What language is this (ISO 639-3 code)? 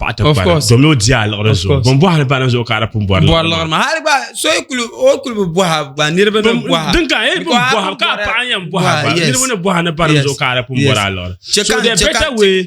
dag